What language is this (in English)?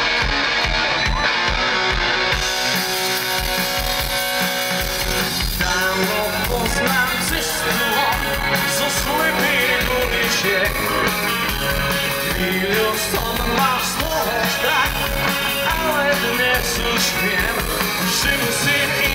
Slovak